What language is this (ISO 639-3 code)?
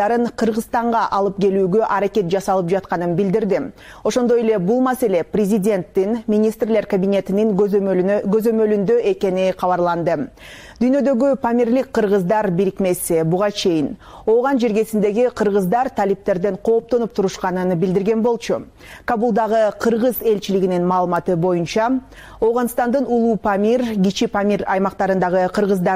kir